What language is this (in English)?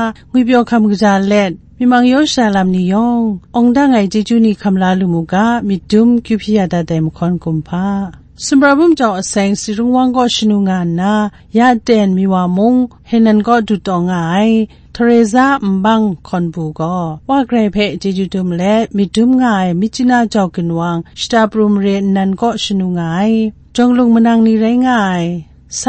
Kachin